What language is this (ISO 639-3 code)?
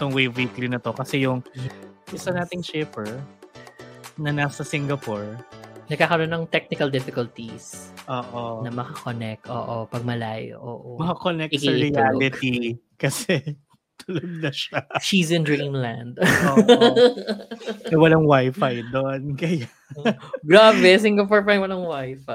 fil